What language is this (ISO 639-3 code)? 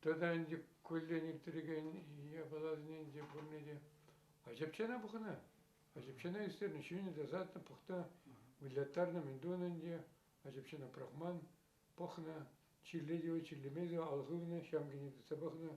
chv